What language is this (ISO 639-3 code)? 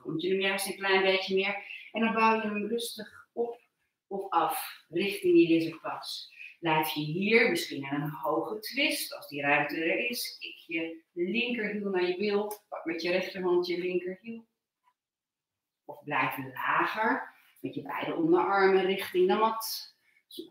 nld